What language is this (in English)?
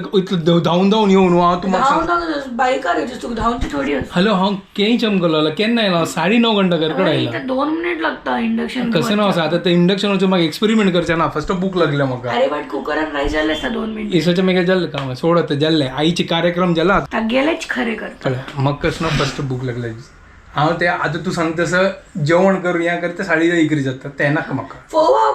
Konkani